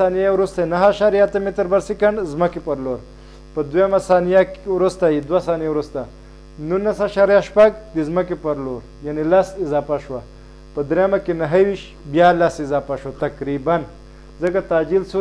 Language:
Pashto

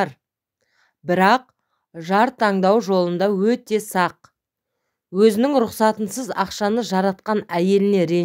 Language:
Kazakh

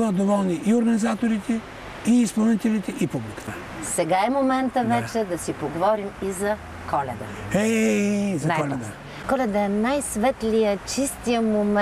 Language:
Bulgarian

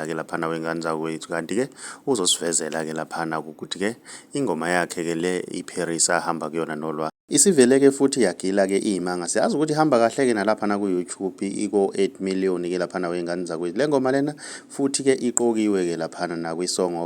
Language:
Zulu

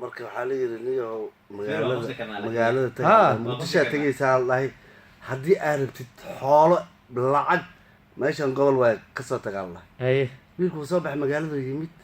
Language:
Somali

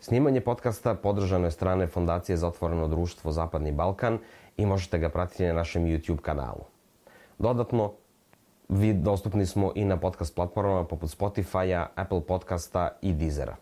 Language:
Serbian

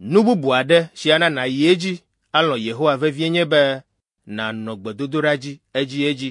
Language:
Ewe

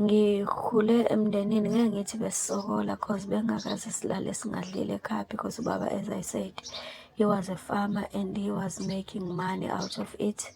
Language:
Zulu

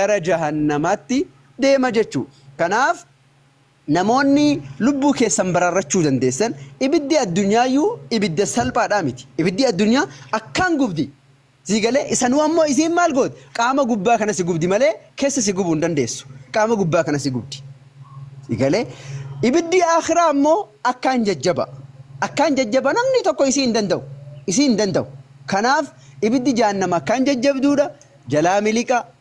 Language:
Oromo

